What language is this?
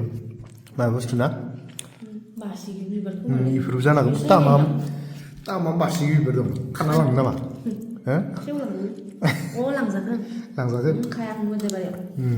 Bodo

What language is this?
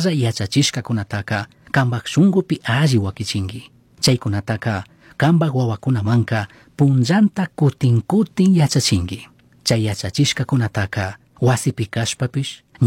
Chimborazo Highland Quichua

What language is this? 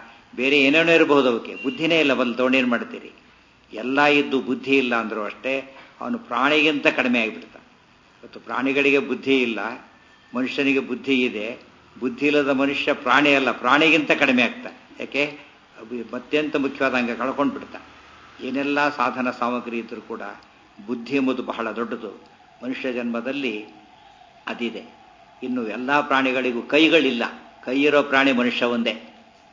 Kannada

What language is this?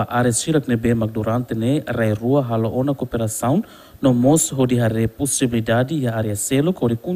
Tetum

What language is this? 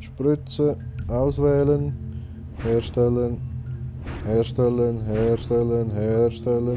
Swiss German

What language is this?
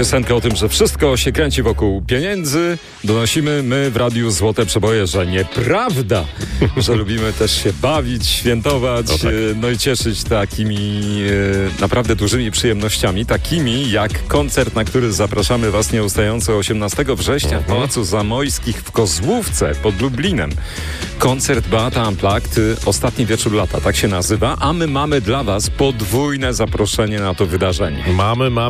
Polish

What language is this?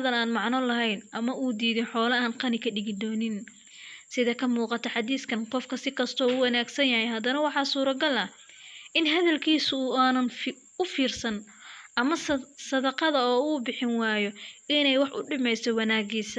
Somali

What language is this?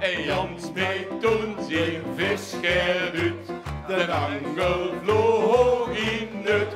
Limburgish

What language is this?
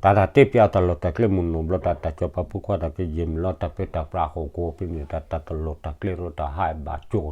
S'gaw Karen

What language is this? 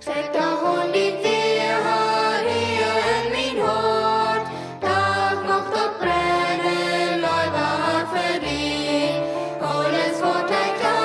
Plautdietsch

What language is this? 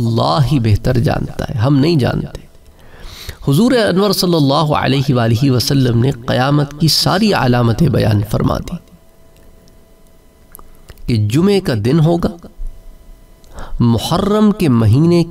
Urdu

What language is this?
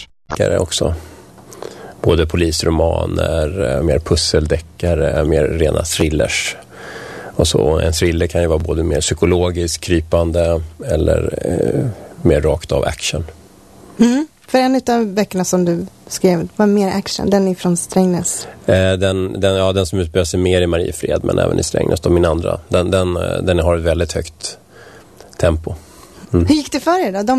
Swedish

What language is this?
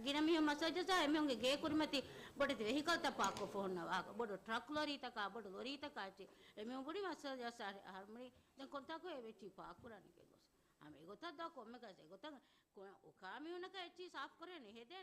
Divehi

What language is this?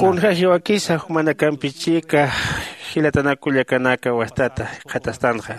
Aymara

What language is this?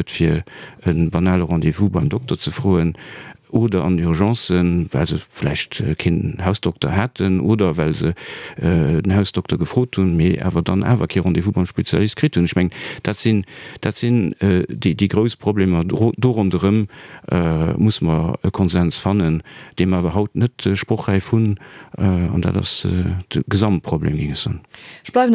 Luxembourgish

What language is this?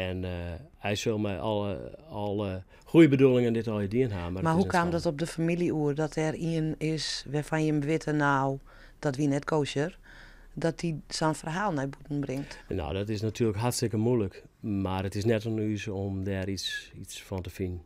Western Frisian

